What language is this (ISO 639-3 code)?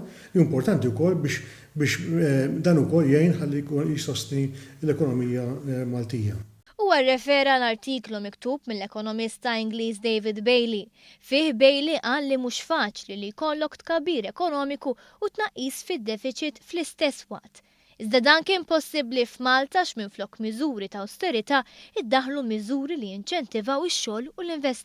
mlt